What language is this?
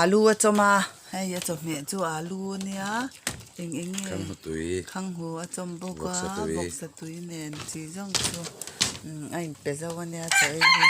Mizo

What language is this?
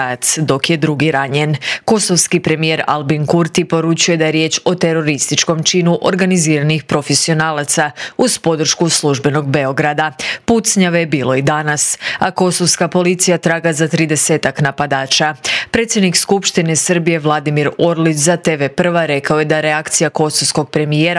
Croatian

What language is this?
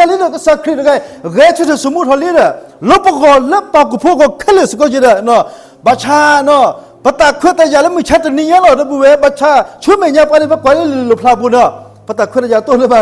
S'gaw Karen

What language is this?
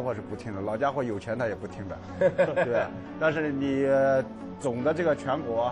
Chinese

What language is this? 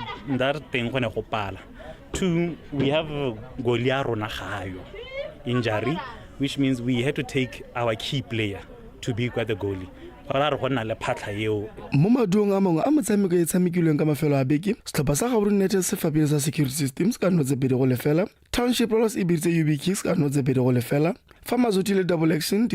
Tswana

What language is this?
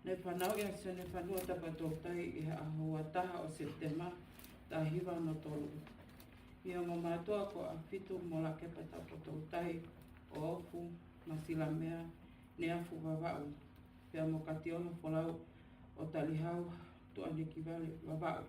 Tongan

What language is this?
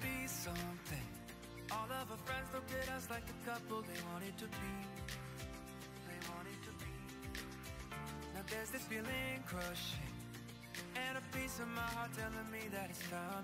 English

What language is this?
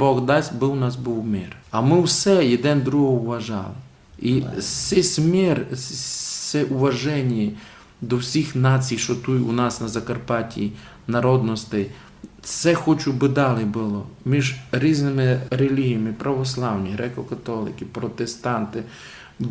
Rusyn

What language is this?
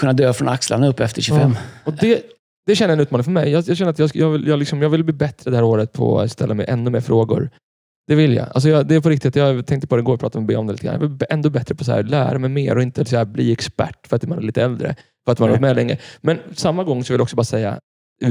Swedish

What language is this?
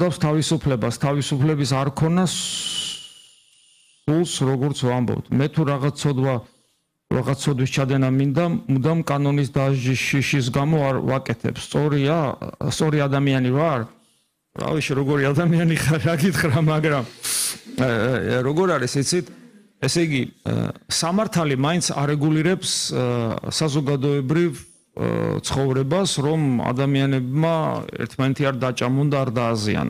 Georgian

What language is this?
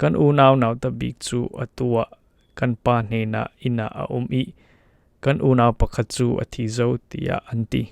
Falam Chin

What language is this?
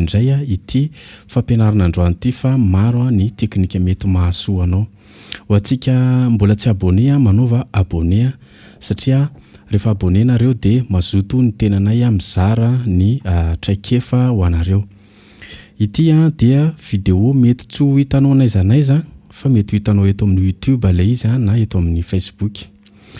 Malagasy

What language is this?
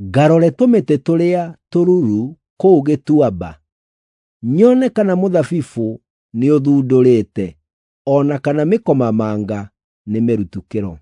Kikuyu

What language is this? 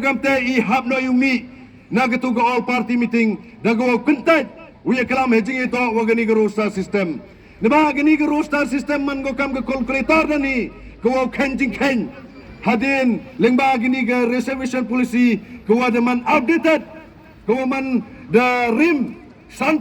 Khasi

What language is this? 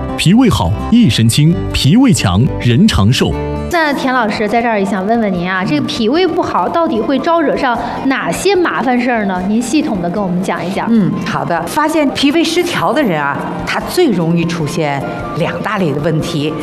Chinese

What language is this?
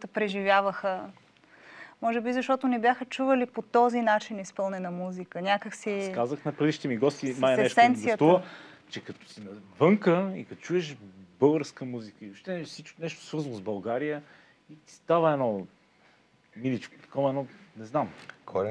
Bulgarian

